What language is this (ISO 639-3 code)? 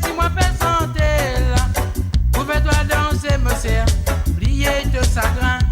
mfe